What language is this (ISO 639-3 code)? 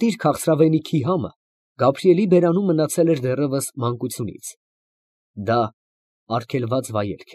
hye